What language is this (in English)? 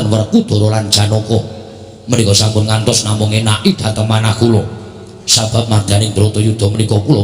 Javanese